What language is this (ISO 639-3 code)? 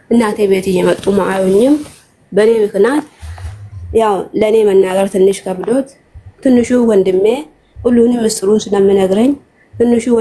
amh